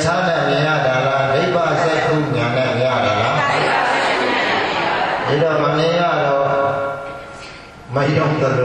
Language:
Burmese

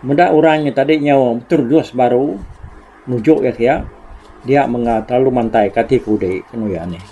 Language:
Iban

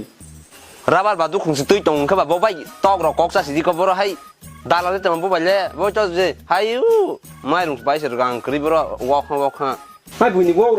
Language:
Kok Borok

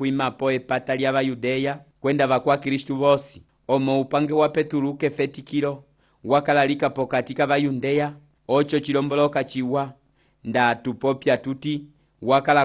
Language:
Umbundu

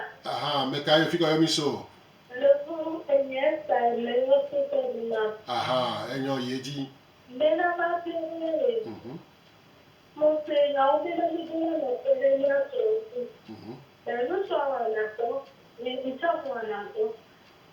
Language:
Gen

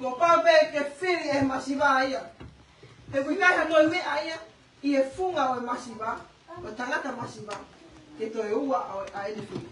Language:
Tongan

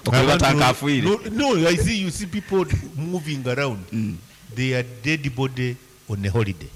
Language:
Nyankole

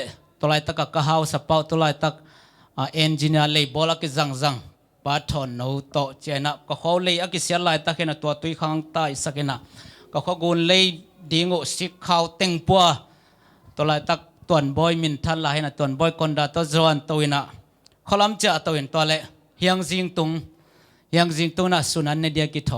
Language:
Tedim Chin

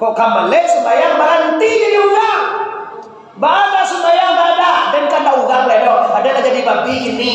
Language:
Minangkabau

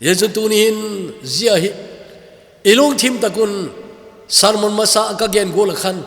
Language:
Thado Chin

